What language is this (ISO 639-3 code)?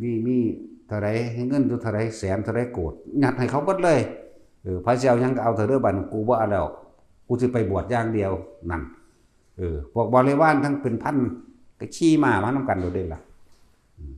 tts